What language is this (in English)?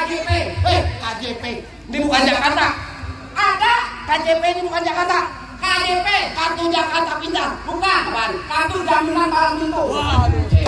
Betawi